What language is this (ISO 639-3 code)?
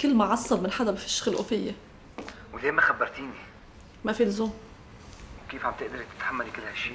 apc